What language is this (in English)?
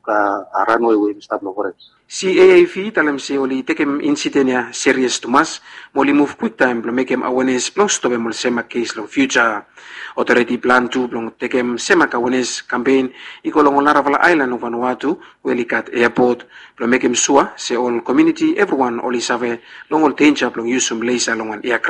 Bislama